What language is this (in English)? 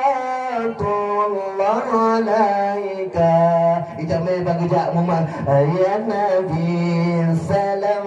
Achinese